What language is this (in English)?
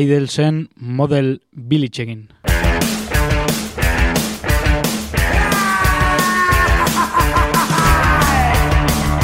Basque